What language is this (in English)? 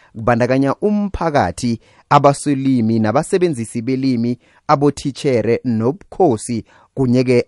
South Ndebele